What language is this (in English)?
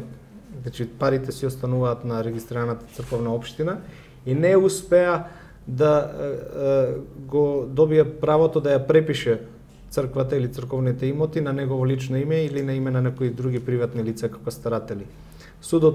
Macedonian